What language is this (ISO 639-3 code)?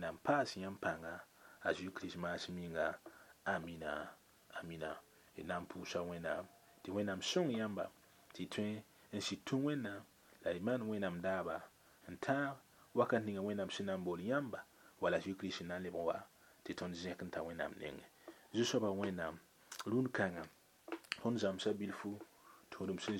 mos